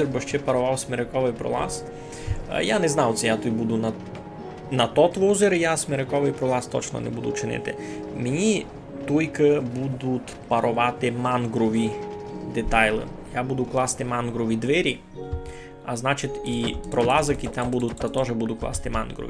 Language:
Rusyn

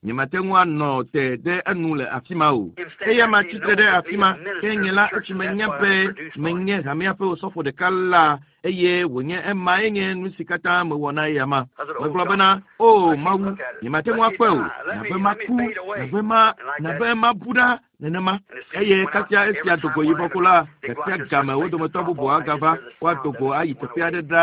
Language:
Ewe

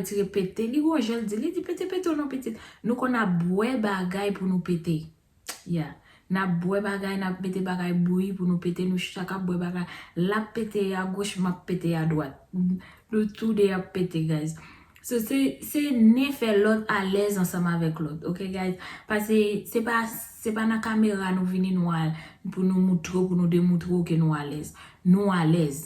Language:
Haitian Creole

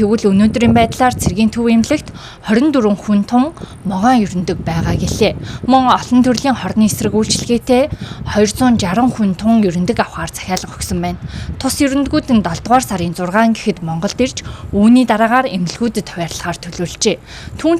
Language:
Mongolian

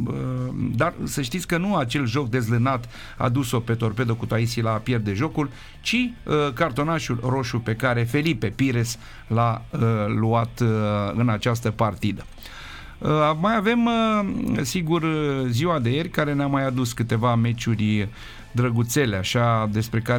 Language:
Romanian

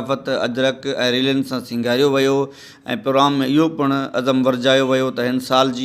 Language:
Sindhi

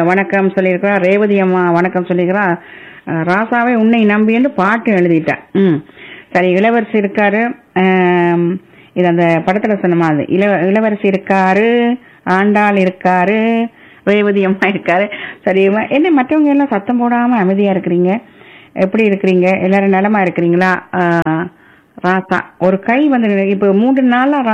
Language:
Tamil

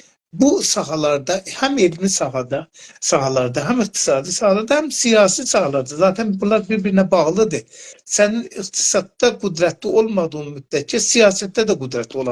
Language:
South Azerbaijani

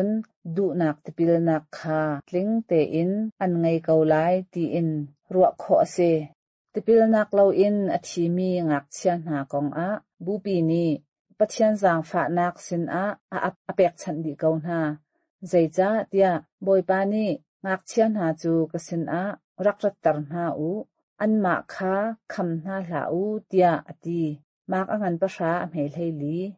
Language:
Hakha Chin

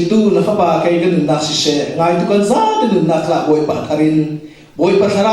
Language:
Falam Chin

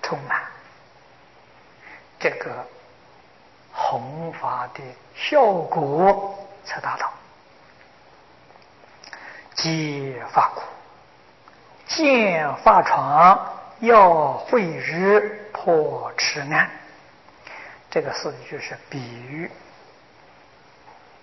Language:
Chinese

